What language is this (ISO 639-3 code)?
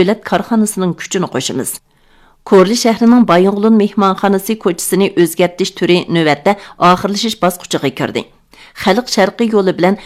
uig